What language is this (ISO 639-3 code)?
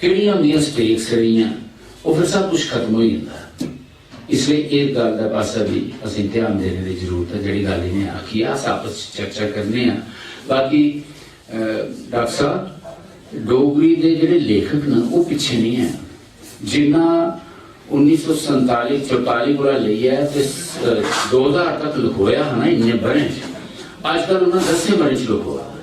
doi